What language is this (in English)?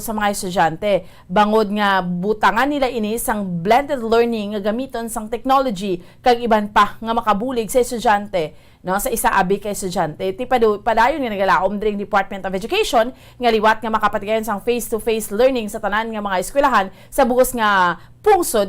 Hiligaynon